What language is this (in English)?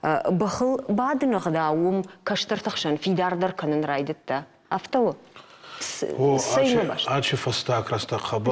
Ossetic